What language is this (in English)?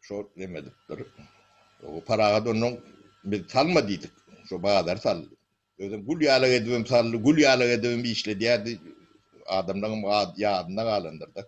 Turkmen